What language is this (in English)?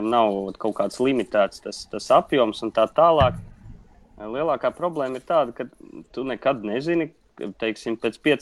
Latvian